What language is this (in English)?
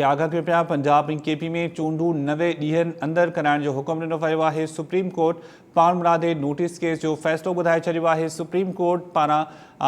Sindhi